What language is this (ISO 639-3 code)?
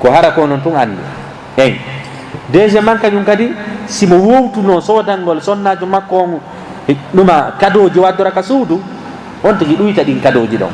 ful